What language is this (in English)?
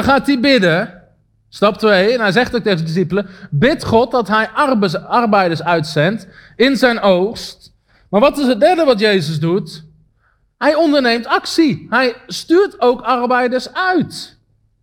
Dutch